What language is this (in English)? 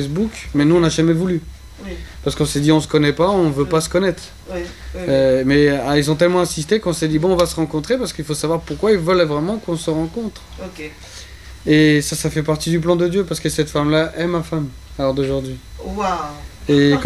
French